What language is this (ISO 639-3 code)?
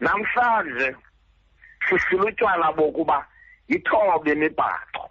xho